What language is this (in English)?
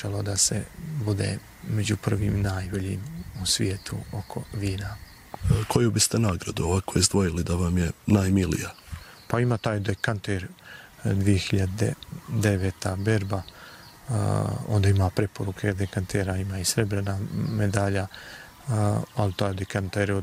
Serbian